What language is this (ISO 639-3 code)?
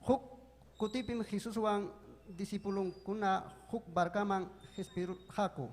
quy